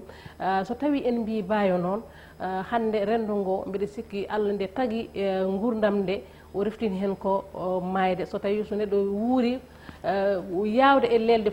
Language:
Fula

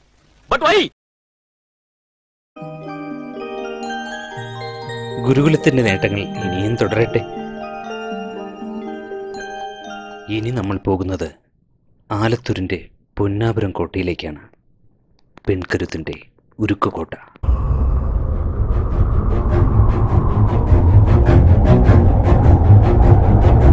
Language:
Malayalam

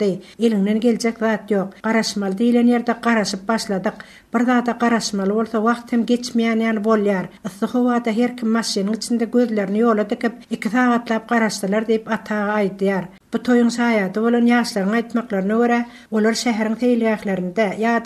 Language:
Turkmen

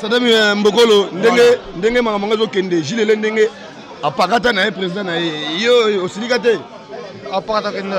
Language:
Lingala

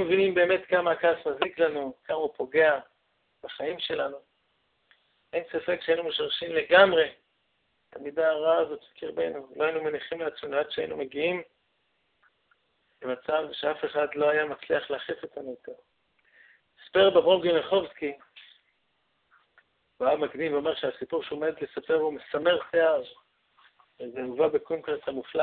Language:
Hebrew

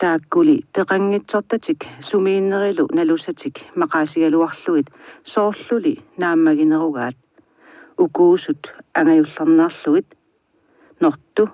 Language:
Kalaallisut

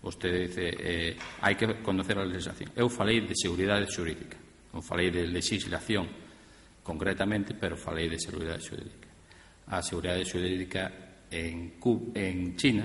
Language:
Galician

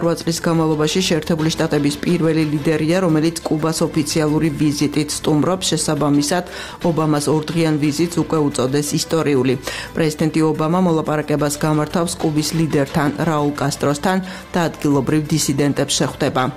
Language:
Georgian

